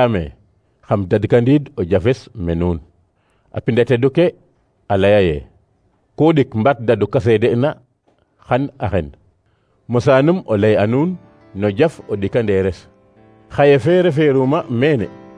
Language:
Serer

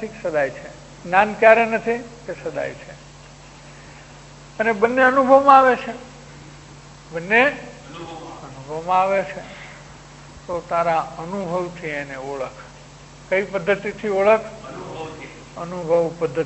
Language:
Gujarati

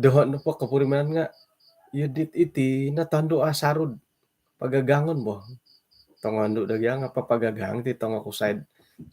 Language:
Central Dusun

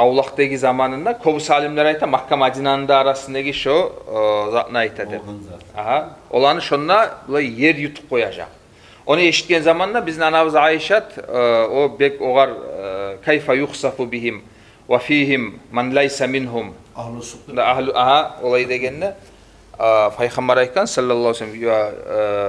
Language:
Kumyk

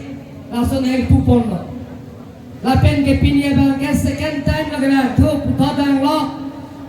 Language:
Karbi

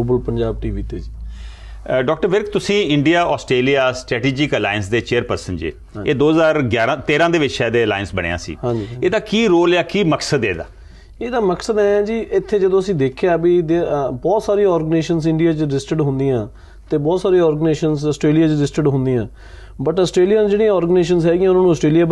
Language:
Punjabi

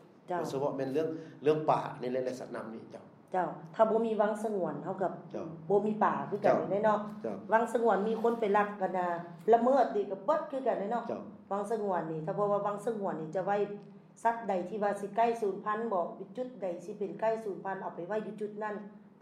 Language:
Lao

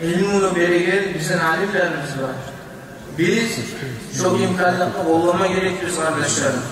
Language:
Kumyk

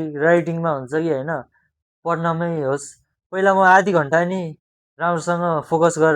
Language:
Nepali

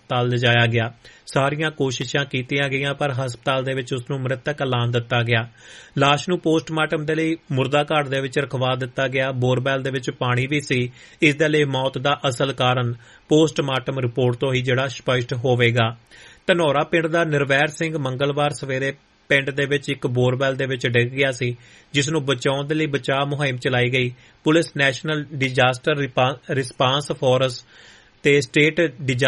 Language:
Punjabi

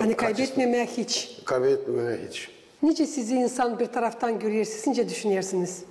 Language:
Gagauz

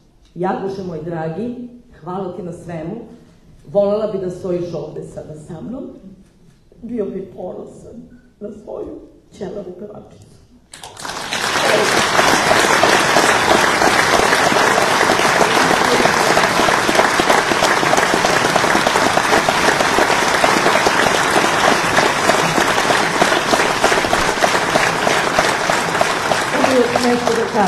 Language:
Serbian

